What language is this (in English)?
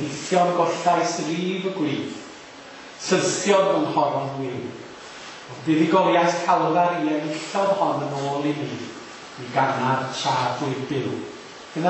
Welsh